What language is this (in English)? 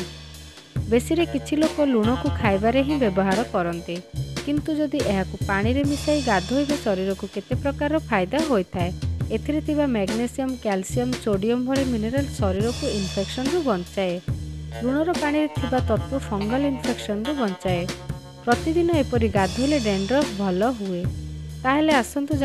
Odia